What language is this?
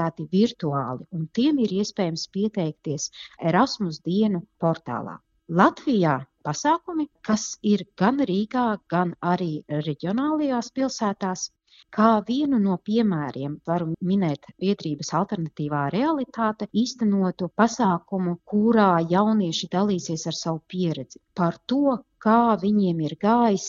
Latvian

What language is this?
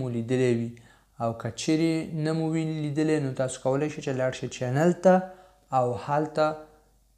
Pashto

